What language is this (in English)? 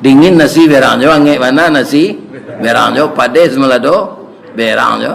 Minangkabau